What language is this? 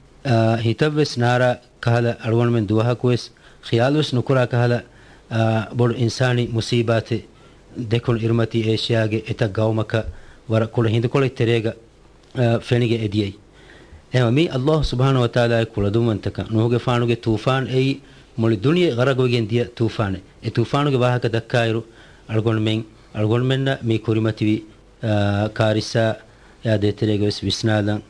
Divehi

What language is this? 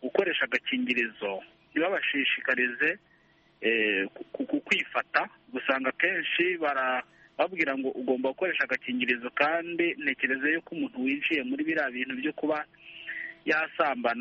Kinyarwanda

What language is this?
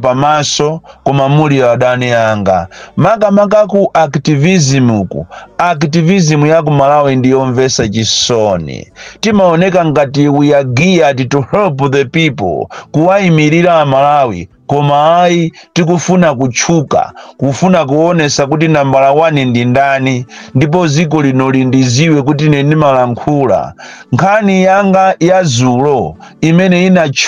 Nyanja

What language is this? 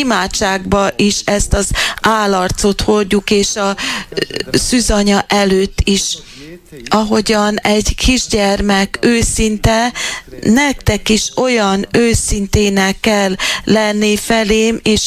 Hungarian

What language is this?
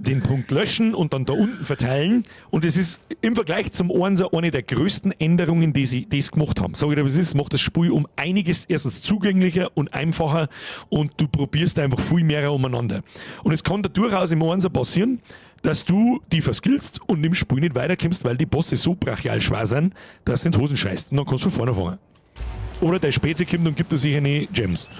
Bavarian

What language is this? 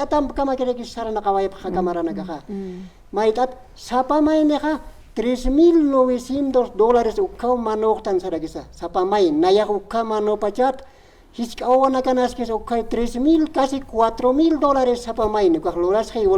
Aymara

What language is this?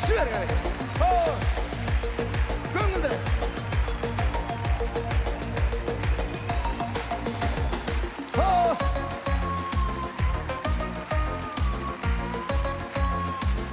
Kazakh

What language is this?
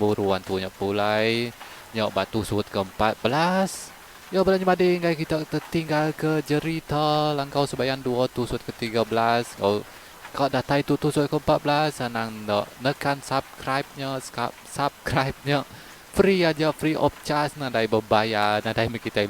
Iban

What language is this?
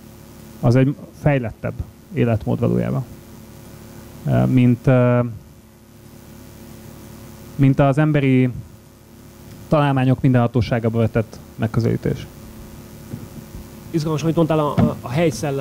Hungarian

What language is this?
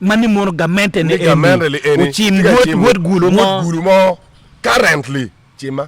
Acoli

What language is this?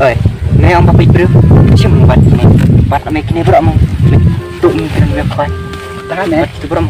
Khasi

